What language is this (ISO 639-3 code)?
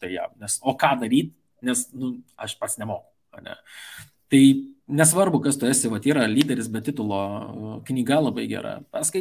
lit